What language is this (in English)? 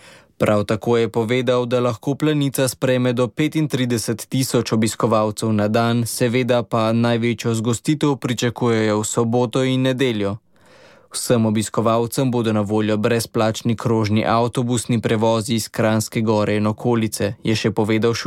Slovenian